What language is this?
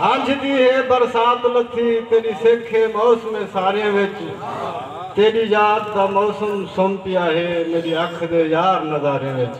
Saraiki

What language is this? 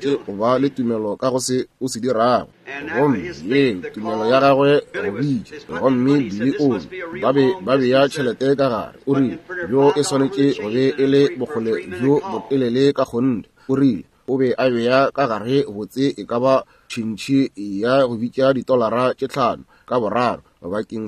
Northern Sotho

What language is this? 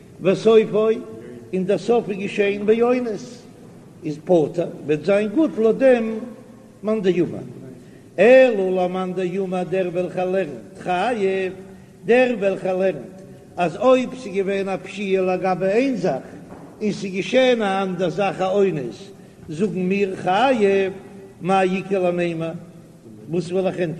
Yiddish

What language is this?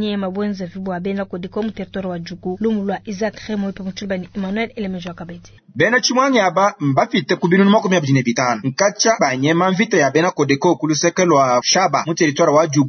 Luba-Lulua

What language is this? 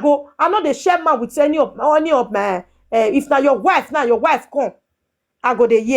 Nigerian Pidgin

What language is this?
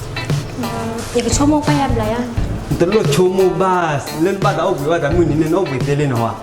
S'gaw Karen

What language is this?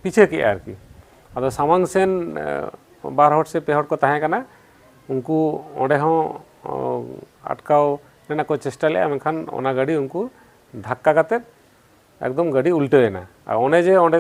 Santali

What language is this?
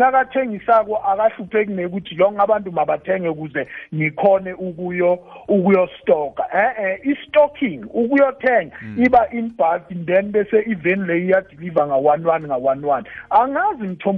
South Ndebele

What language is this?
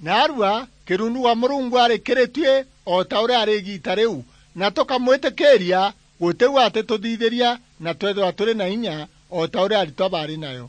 Meru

